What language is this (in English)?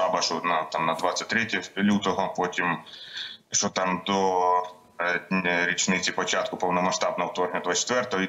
Ukrainian